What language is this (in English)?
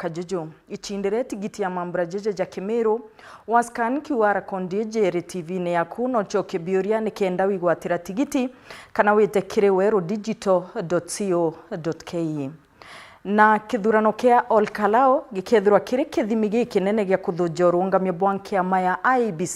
Meru